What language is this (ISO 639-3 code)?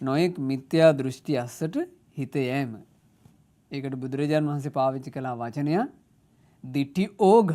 sin